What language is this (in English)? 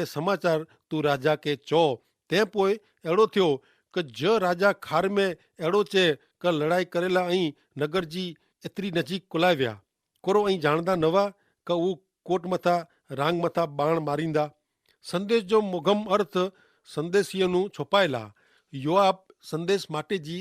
Kachhi